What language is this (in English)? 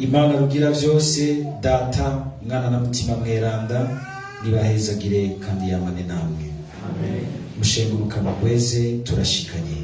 Rundi